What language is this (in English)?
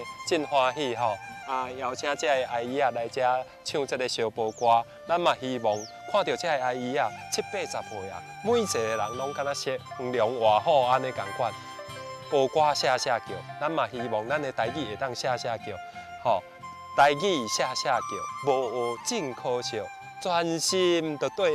Min Nan Chinese